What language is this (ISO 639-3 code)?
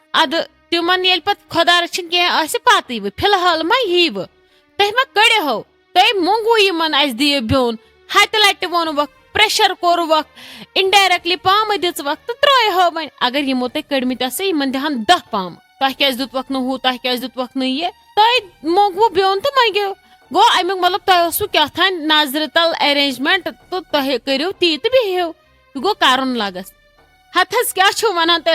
kas